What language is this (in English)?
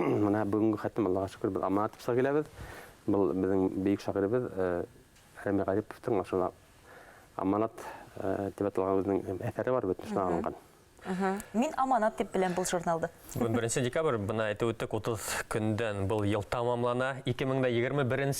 Bashkir